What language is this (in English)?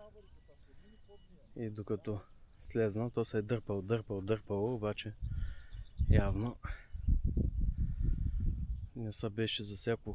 Bulgarian